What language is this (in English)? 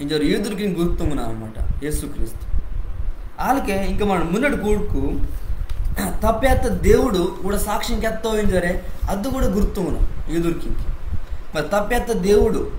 Koya